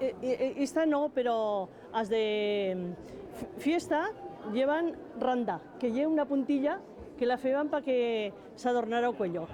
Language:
Aragonese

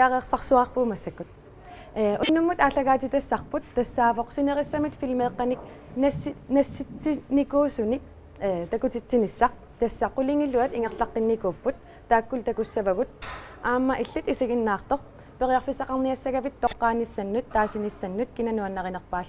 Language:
Kalaallisut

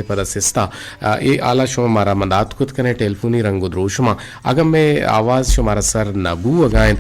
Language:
Eastern Balochi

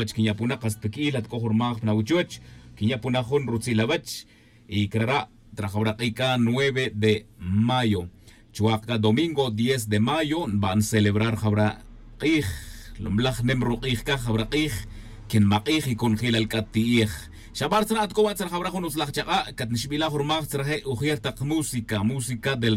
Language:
Tz'utujil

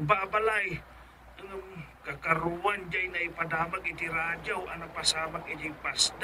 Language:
Iloko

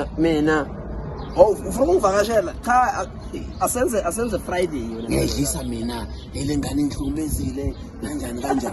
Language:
Zulu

